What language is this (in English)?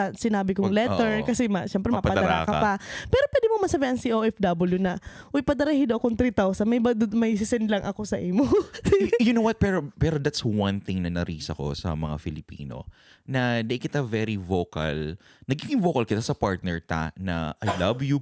Bikol